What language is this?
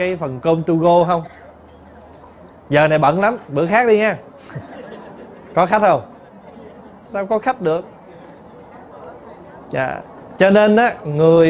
Vietnamese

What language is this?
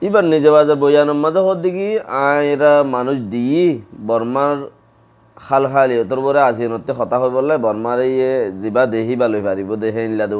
Rohingya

